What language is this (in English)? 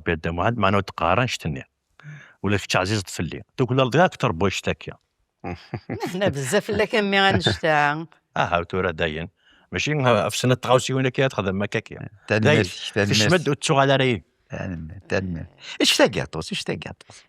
Kabyle